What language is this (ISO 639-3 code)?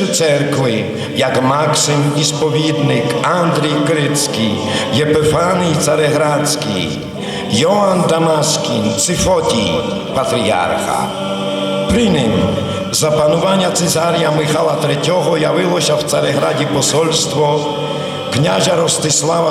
rue